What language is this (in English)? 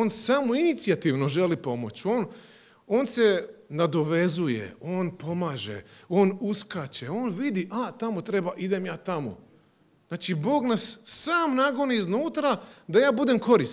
Croatian